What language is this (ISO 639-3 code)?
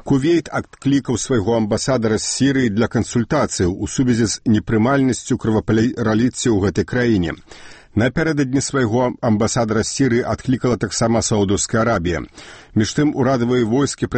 bel